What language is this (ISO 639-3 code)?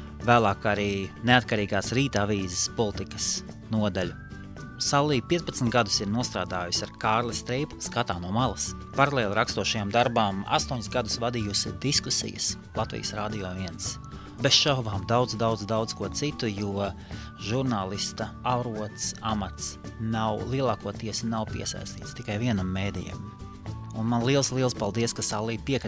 lav